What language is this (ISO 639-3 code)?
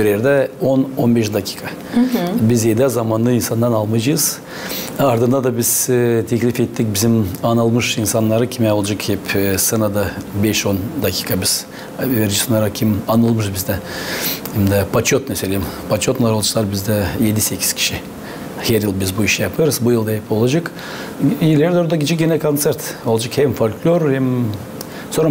gag